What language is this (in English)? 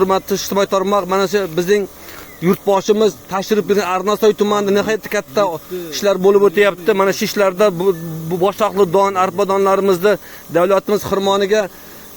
Uzbek